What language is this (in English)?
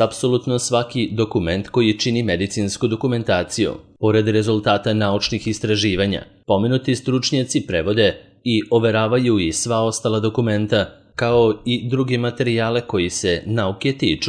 Serbian